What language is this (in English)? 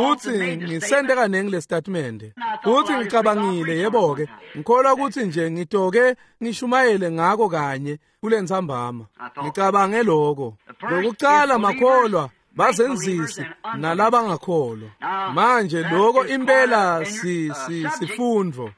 Swati